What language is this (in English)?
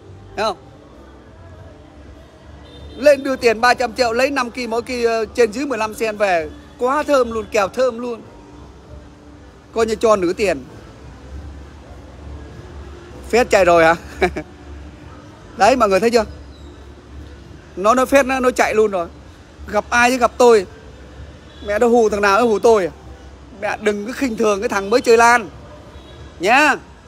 Vietnamese